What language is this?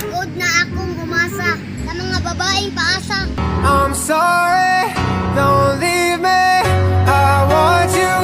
Cebuano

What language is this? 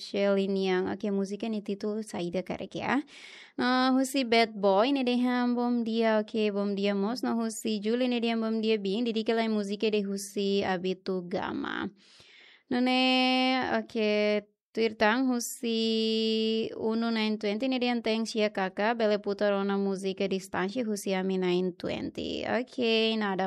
Tetum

